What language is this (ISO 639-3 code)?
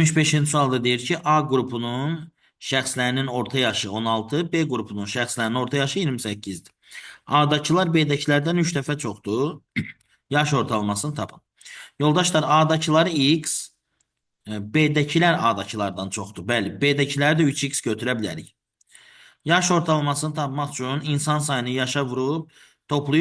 aze